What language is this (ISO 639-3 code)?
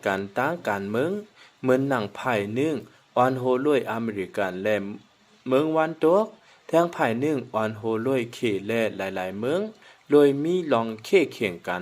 shn